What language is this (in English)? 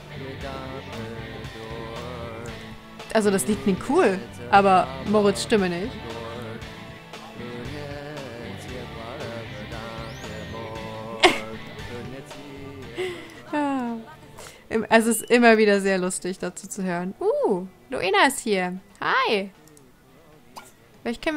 German